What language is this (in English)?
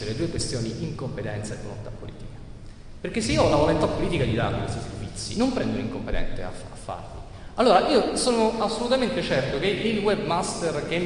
Italian